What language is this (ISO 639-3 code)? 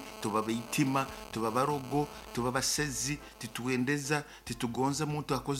nyo